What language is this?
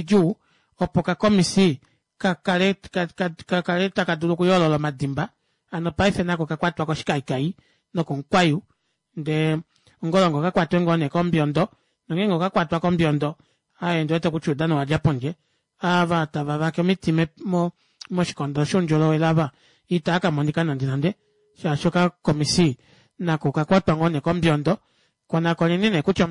Kuanyama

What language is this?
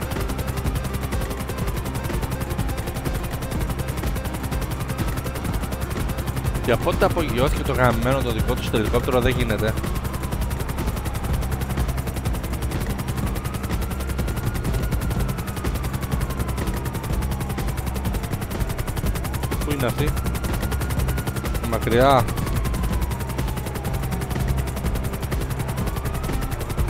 Greek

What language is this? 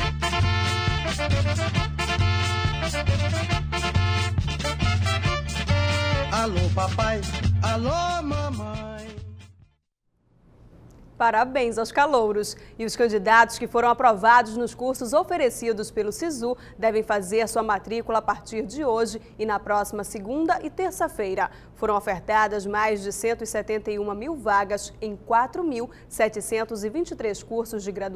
Portuguese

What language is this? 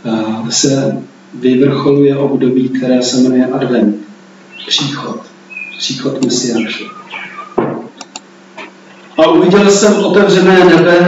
Czech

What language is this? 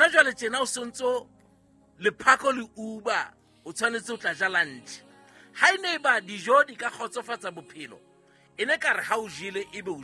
Southern Sotho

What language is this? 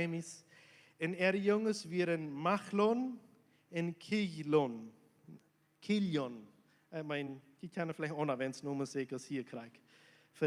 Plautdietsch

